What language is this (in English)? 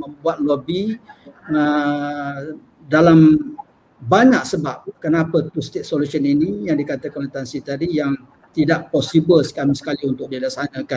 Malay